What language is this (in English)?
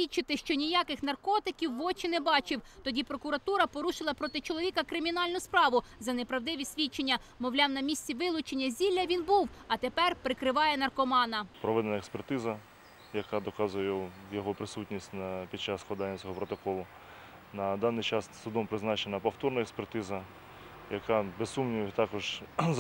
Ukrainian